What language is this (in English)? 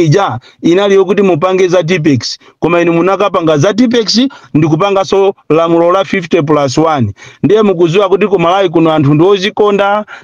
Nyanja